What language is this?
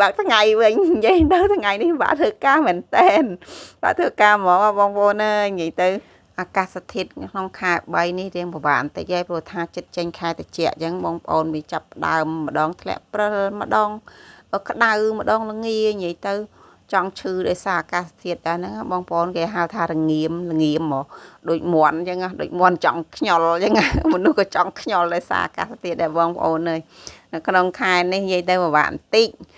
Khmer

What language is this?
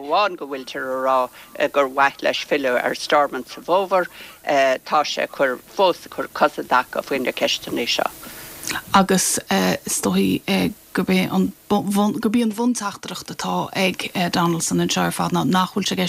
Irish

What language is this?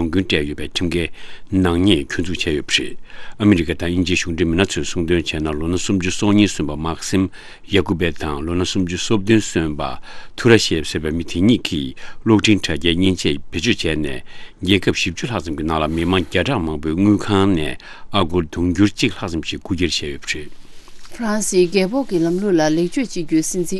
Tibetan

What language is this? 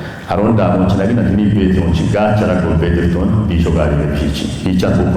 Kafa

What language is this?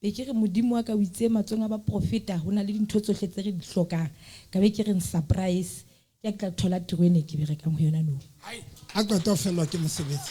Southern Sotho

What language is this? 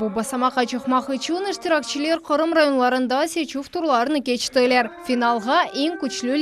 Crimean Tatar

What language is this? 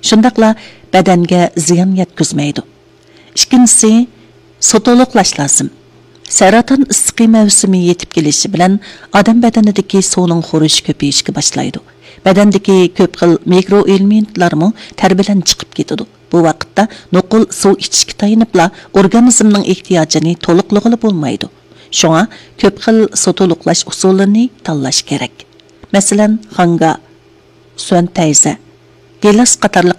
Uyghur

